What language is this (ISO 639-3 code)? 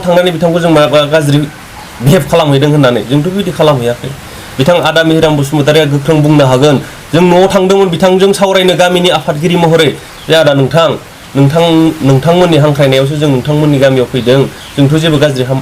brx